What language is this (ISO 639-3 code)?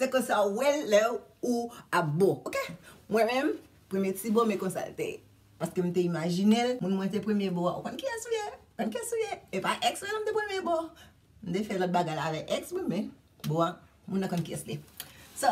hat